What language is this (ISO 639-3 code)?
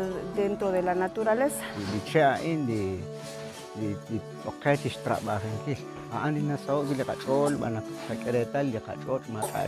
kek